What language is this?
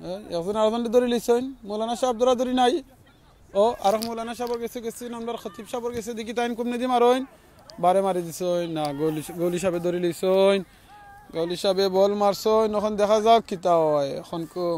Sylheti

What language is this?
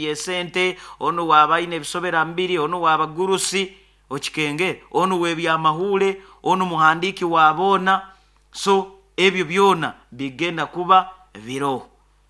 Nyoro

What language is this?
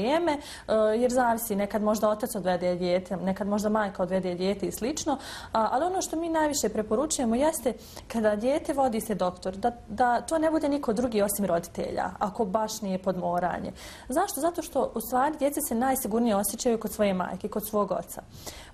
Bosnian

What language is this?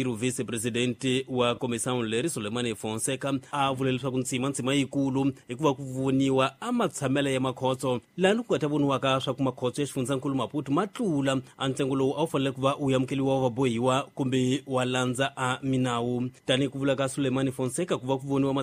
Tsonga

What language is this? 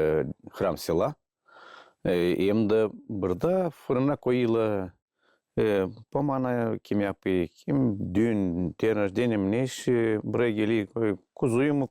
Gagauz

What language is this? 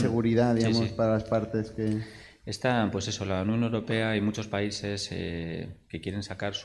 Spanish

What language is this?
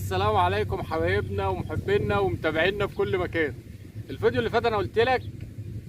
Egyptian Arabic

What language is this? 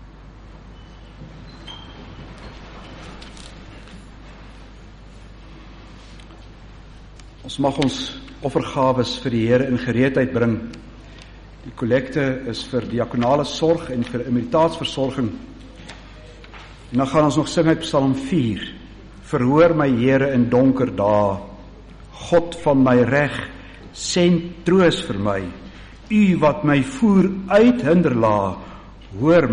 Afrikaans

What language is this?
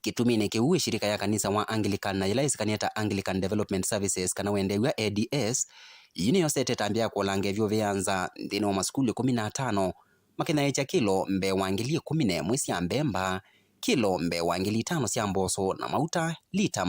Kamba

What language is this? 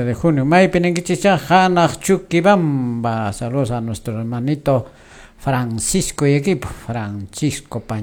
Quechua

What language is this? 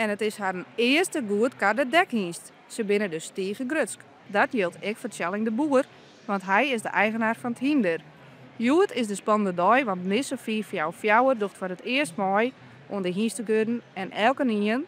Western Frisian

